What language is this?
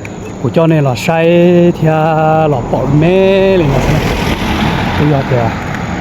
Hmong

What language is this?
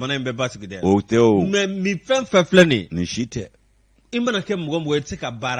Bambara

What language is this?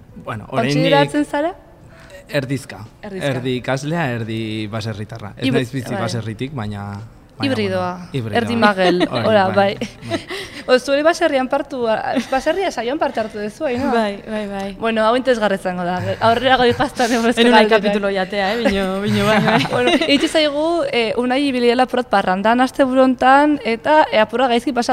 Basque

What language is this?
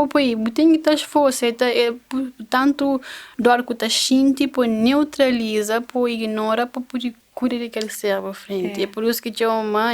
Kabuverdianu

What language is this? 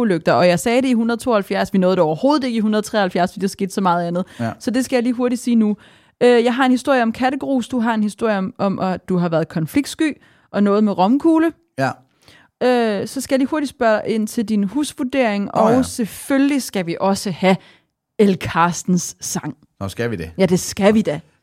Danish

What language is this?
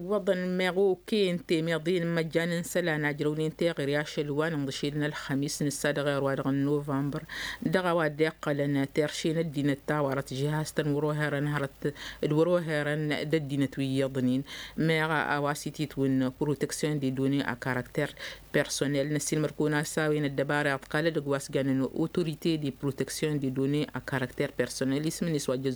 Tamasheq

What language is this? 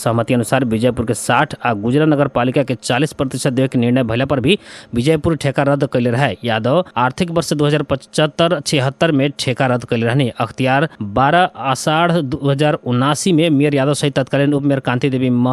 Bhojpuri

